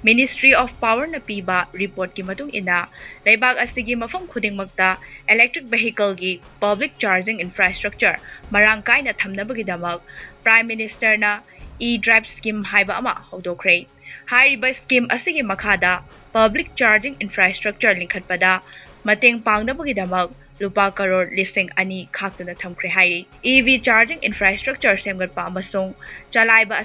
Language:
Manipuri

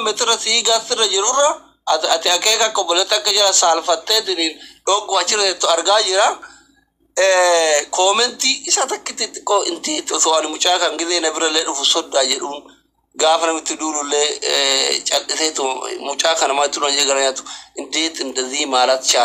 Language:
Oromo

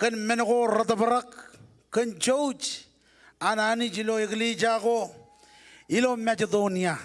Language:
Marshallese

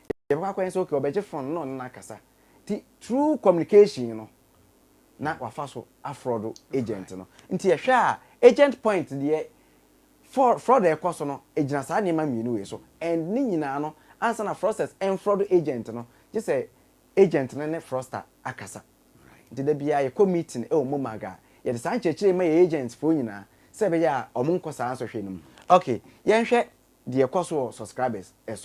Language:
Akan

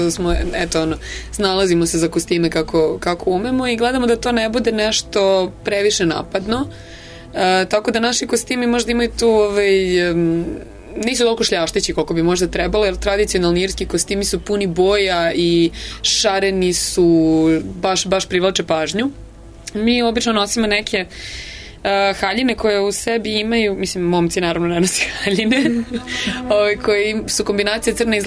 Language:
Serbian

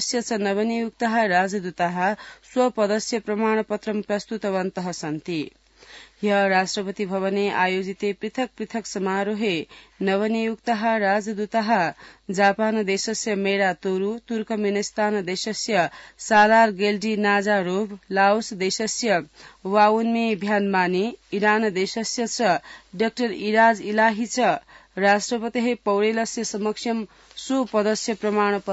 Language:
Sanskrit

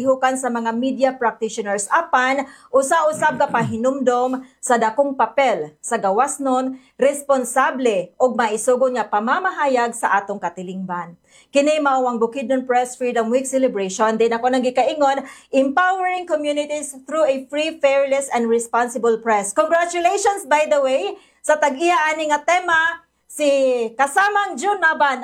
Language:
Cebuano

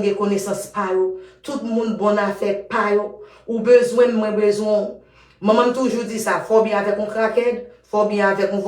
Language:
Haitian Creole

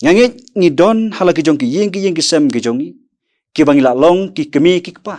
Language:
Khasi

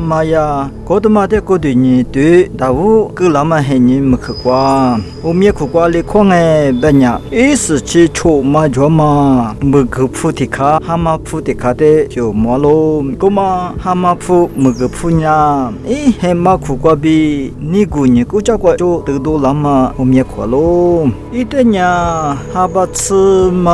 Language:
Lisu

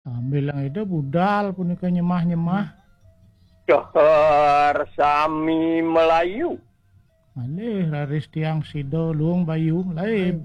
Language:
Balinese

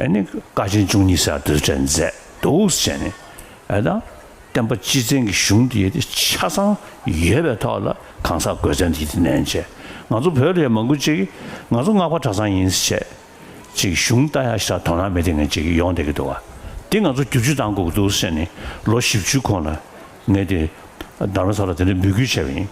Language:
Tibetan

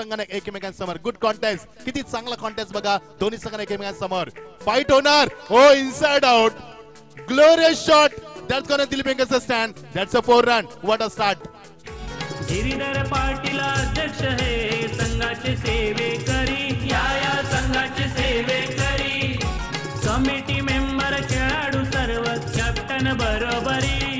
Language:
Marathi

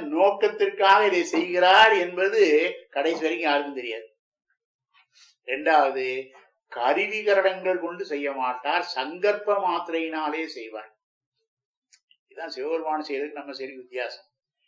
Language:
Tamil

